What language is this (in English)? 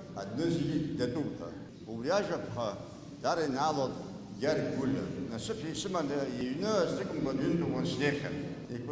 Abkhazian